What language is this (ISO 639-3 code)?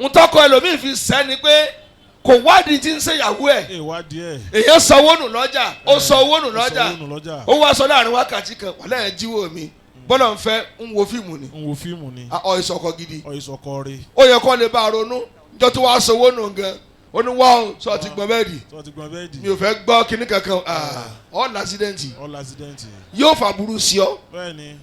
yor